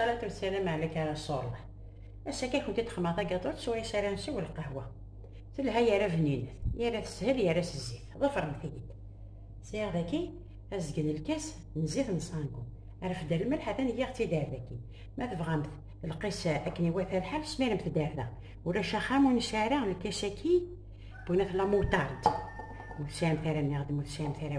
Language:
Kabyle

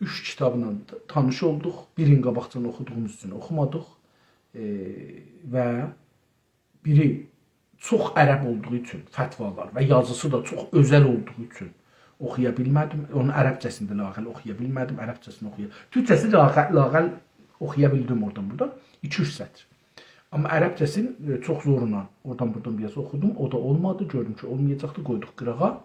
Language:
South Azerbaijani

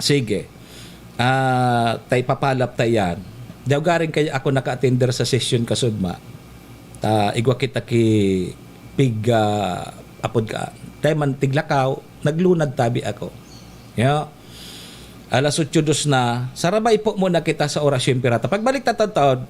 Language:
Bikol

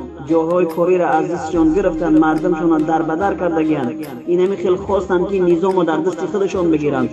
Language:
Tajik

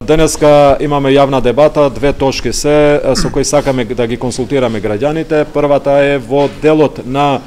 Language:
Macedonian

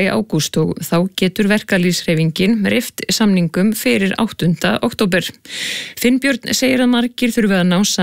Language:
Icelandic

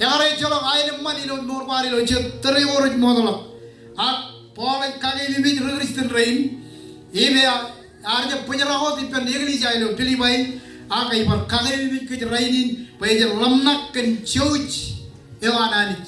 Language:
Marshallese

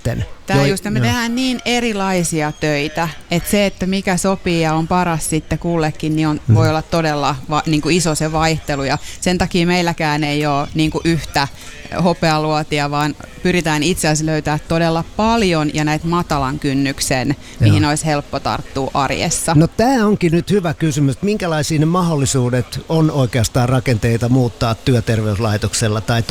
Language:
Finnish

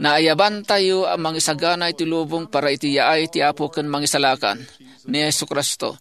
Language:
Iloko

